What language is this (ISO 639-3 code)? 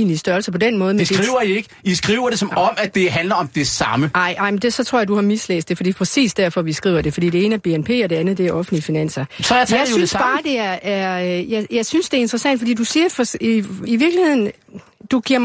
dan